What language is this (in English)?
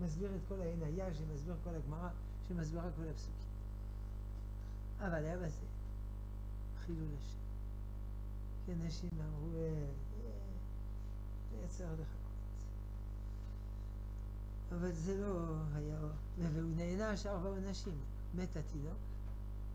Hebrew